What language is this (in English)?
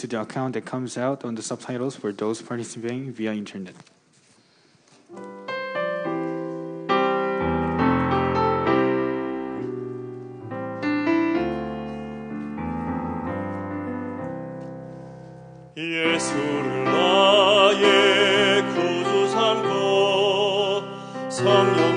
Korean